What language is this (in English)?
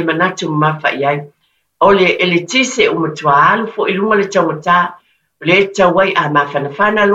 Samoan